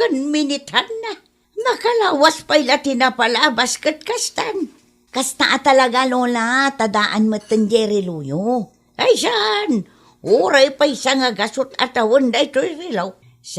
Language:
Iloko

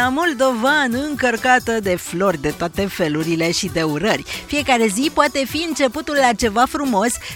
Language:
Romanian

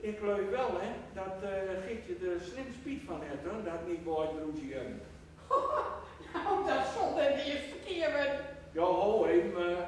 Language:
Gronings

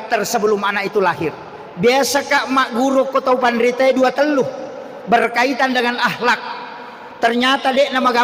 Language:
Buginese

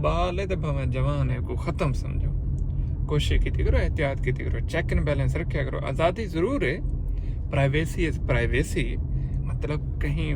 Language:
Saraiki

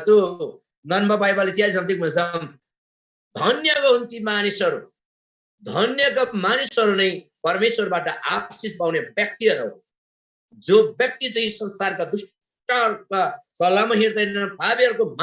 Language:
Eastern Tamang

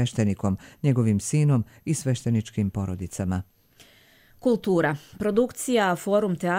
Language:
Bosnian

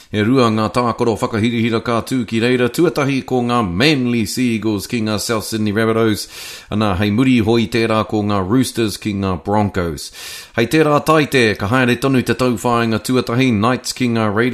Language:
Māori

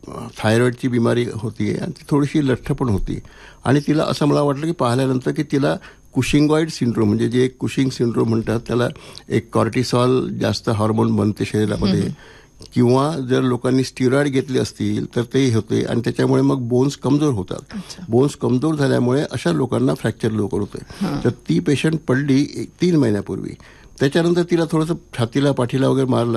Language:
Marathi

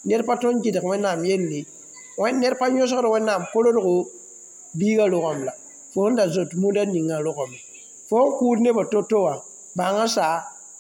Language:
Mossi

